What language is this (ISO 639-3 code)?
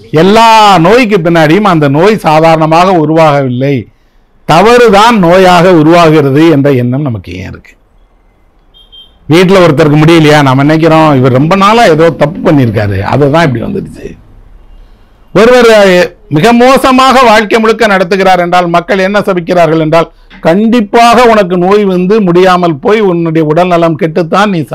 tam